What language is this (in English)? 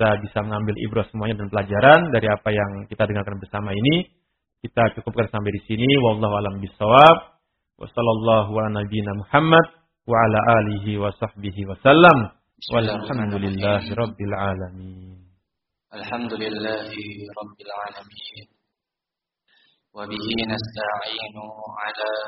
Indonesian